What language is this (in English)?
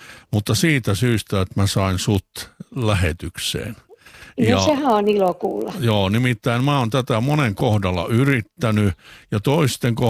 Finnish